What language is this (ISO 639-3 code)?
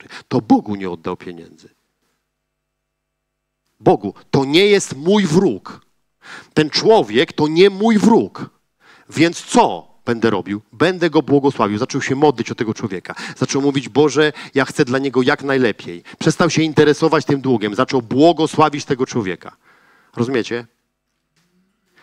pol